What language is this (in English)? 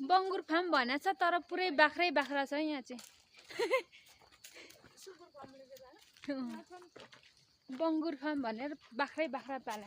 Nepali